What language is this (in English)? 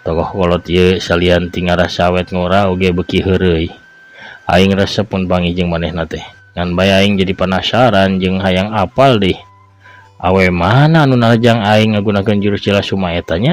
Sundanese